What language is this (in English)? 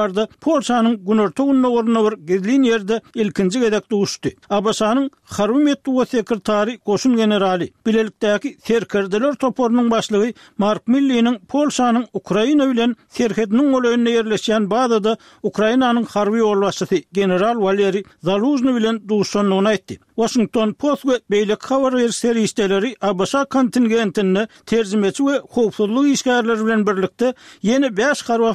Turkmen